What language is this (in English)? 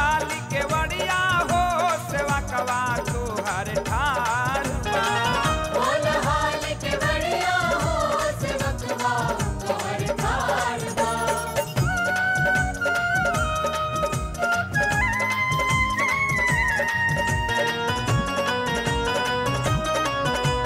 Bhojpuri